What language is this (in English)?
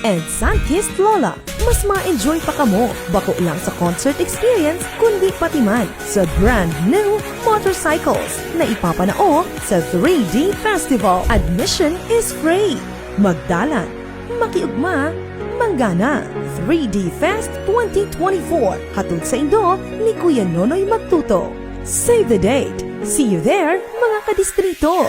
Bikol